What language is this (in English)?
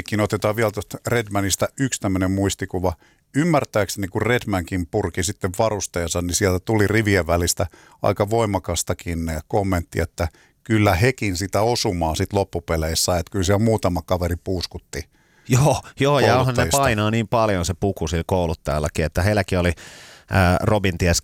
Finnish